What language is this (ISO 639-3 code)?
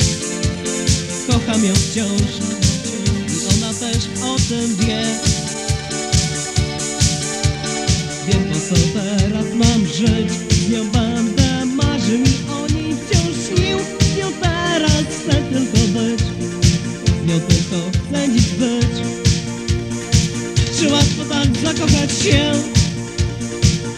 pol